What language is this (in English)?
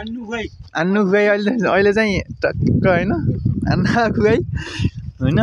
Nepali